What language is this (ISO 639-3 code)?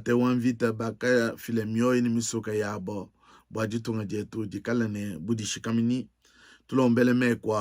lua